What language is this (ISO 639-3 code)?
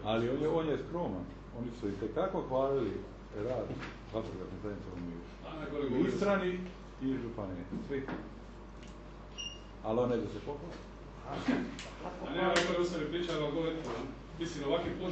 hrv